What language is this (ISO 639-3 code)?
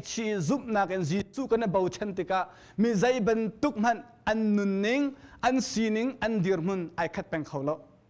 cnh